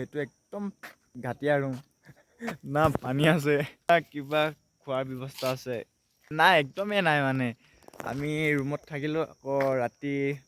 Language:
Assamese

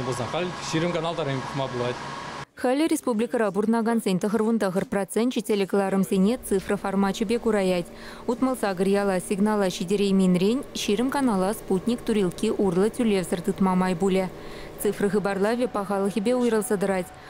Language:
Chuvash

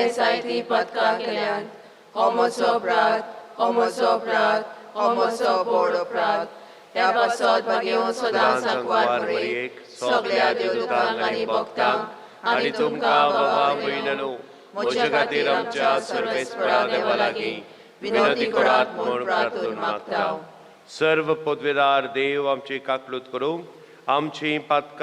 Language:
Konkani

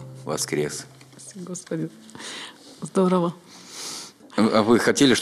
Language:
Russian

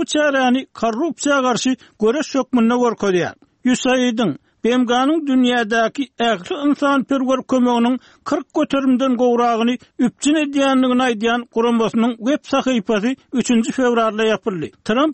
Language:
Turkmen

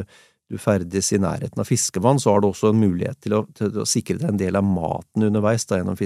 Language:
Norwegian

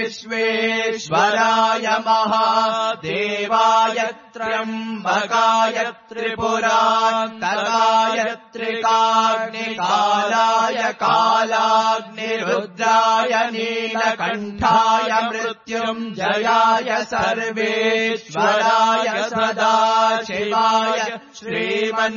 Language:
Sanskrit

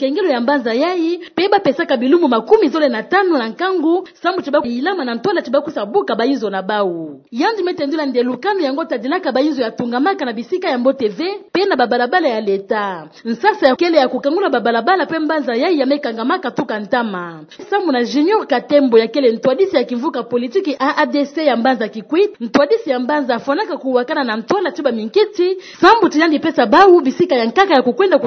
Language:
Kituba (Democratic Republic of Congo)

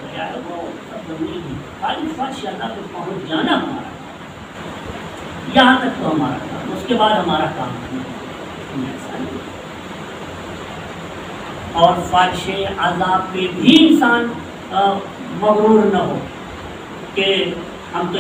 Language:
Urdu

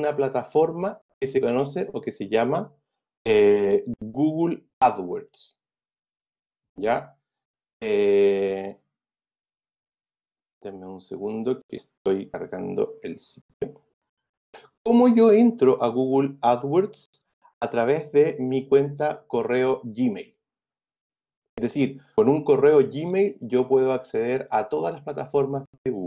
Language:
Spanish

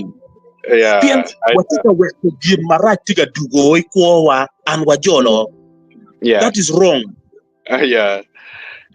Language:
Acoli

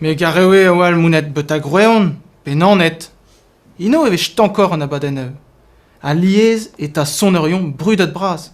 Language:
Breton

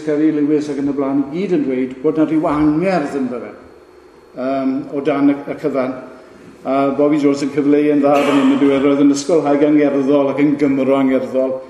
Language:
Welsh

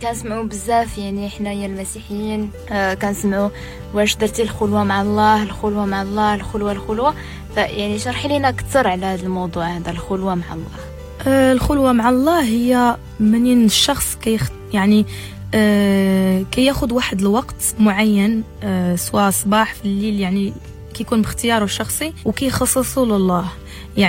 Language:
Moroccan Arabic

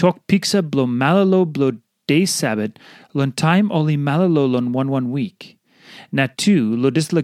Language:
Tok Pisin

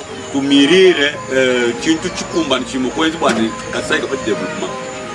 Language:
Luba-Lulua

